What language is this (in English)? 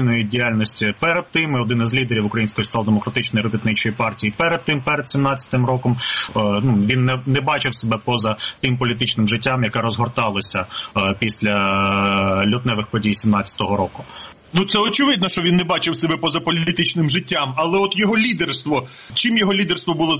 Ukrainian